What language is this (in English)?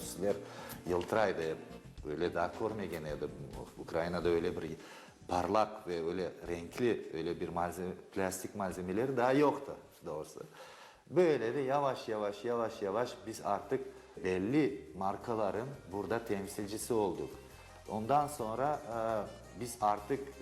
Crimean Tatar